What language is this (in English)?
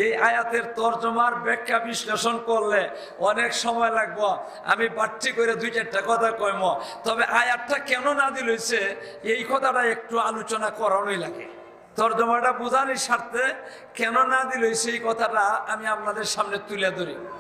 Sylheti